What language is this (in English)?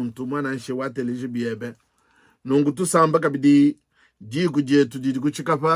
Luba-Lulua